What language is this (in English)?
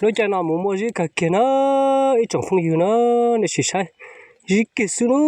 Hmong